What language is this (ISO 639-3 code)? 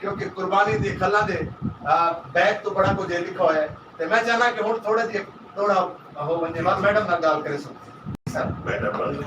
skr